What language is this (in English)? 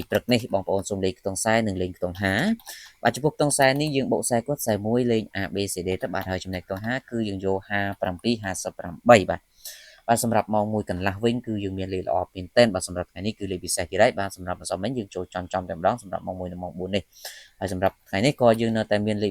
Khmer